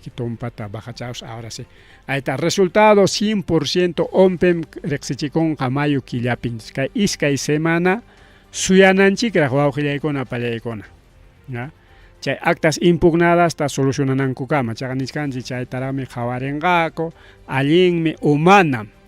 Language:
Ayacucho Quechua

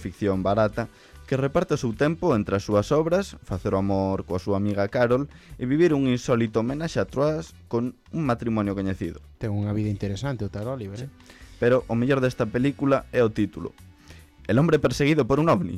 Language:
Galician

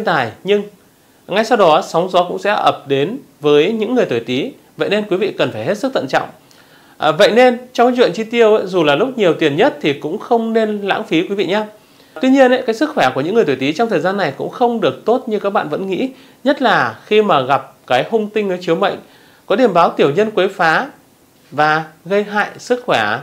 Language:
Vietnamese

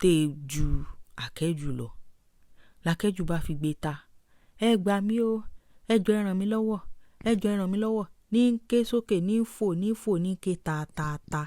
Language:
Yoruba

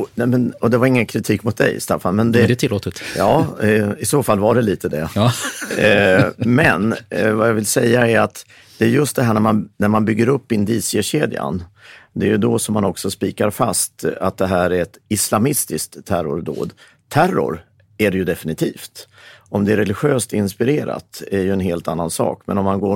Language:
Swedish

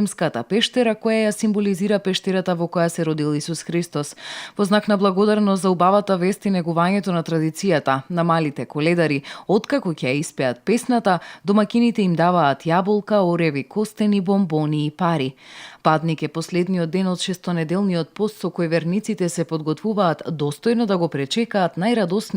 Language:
Macedonian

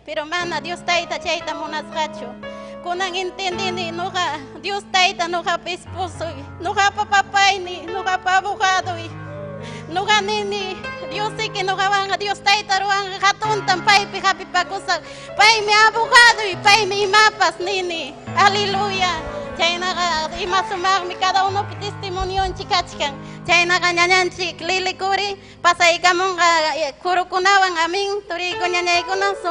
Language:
Ayacucho Quechua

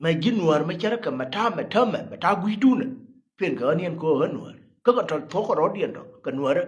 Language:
Nuer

